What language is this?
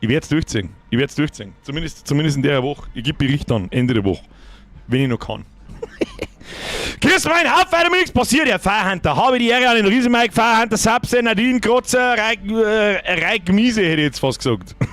Bavarian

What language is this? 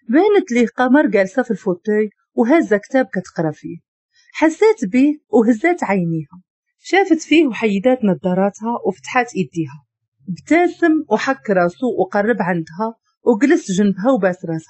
Moroccan Arabic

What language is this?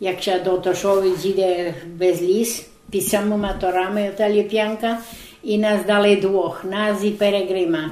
Rusyn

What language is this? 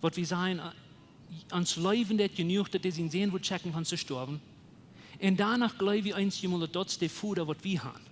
Plautdietsch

